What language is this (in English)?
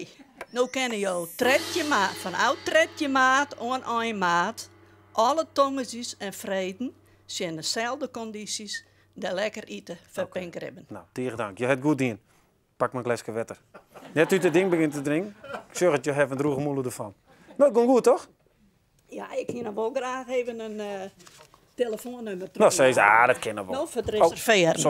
Western Frisian